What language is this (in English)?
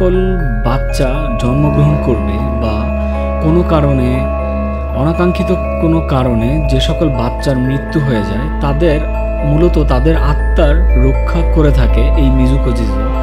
Bangla